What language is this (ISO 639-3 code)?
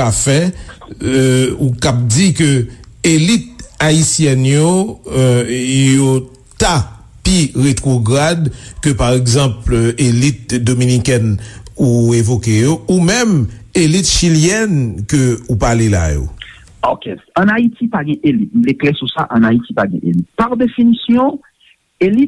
hat